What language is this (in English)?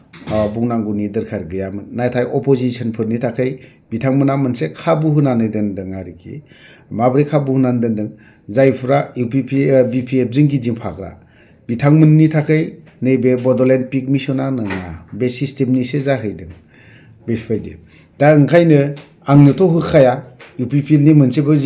Bodo